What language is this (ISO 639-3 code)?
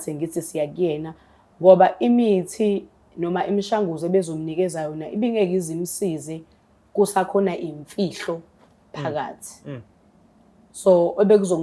zul